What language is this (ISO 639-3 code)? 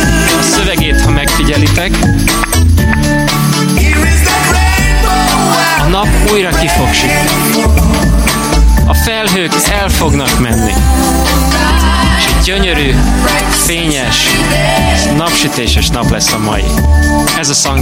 hun